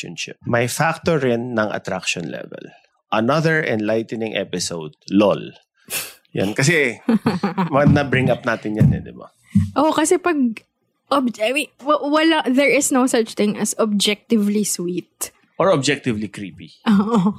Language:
Filipino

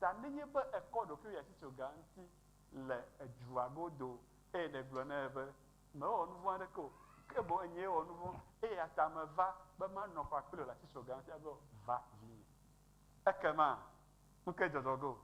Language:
Ewe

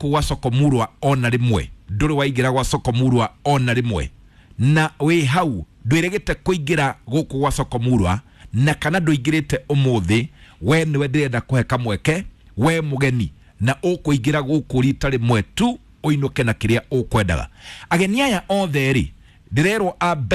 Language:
Kikuyu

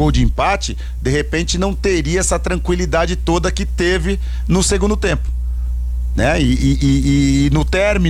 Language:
Portuguese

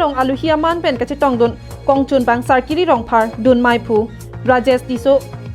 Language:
Karbi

